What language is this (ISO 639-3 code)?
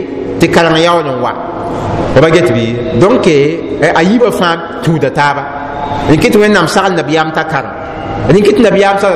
mos